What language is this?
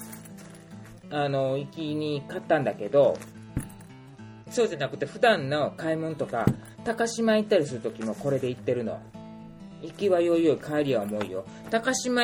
Japanese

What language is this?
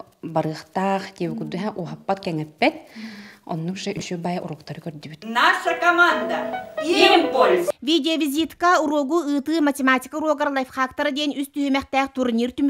Yakut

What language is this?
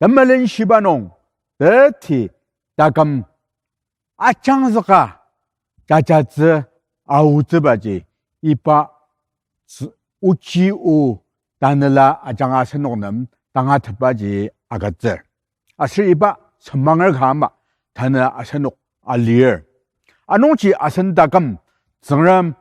Ao Naga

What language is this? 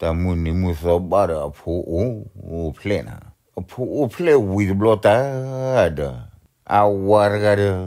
S'gaw Karen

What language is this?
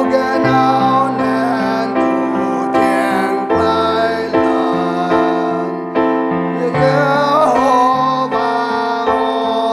Central Mnong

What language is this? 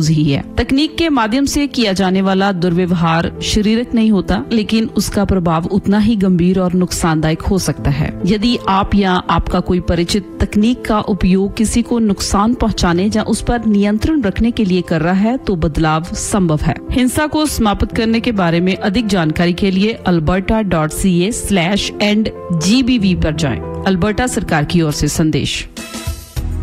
Hindi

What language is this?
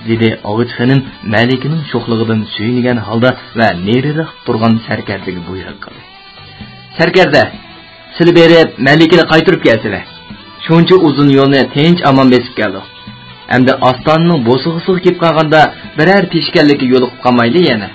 Uyghur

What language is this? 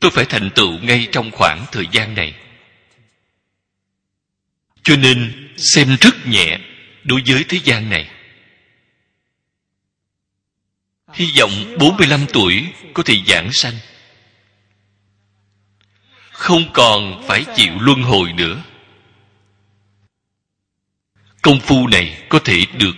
Vietnamese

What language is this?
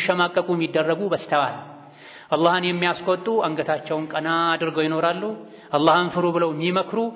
Amharic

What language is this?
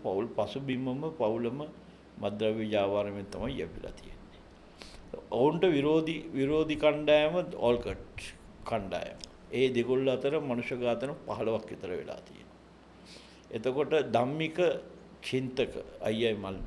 Sinhala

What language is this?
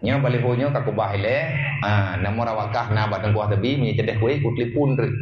Achinese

